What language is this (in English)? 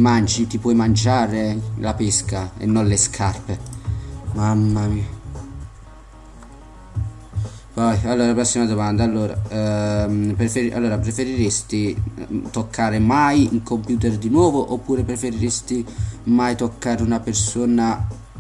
Italian